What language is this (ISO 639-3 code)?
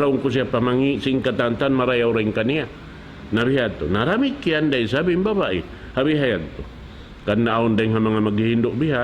tsg